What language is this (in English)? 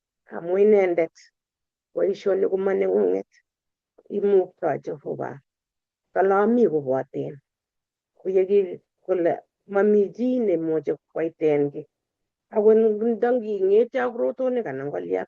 Kalenjin